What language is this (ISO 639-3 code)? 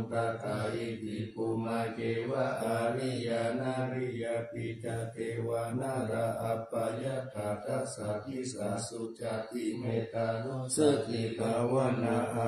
pli